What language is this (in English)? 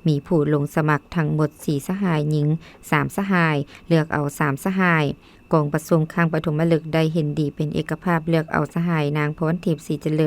Lao